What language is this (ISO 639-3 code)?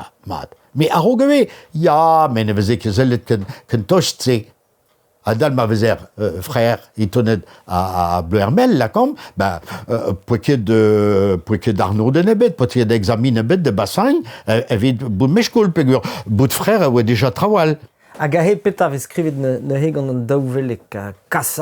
bre